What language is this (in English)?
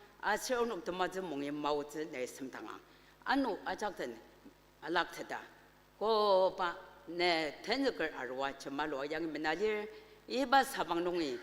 Ao Naga